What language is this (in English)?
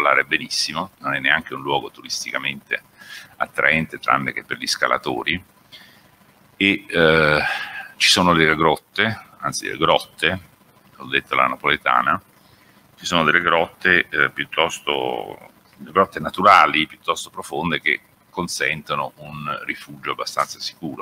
Italian